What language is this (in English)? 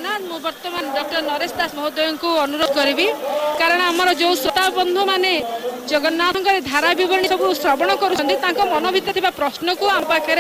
Odia